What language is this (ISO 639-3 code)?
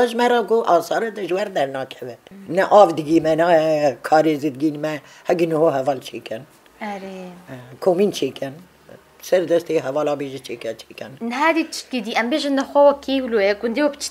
kur